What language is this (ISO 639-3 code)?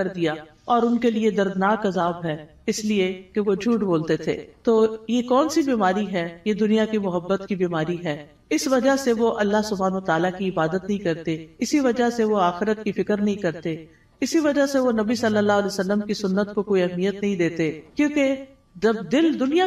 urd